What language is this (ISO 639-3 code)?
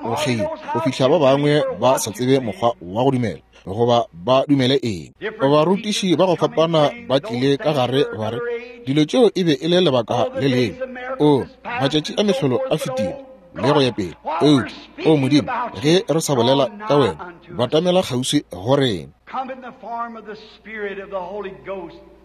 nso